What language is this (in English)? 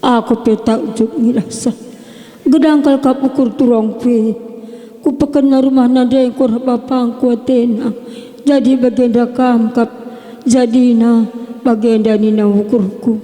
Batak Karo